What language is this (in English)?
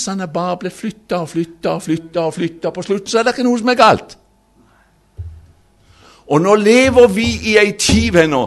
Norwegian